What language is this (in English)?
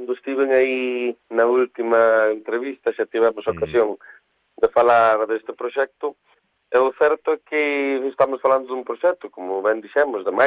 Galician